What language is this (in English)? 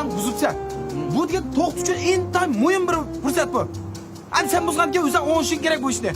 Uyghur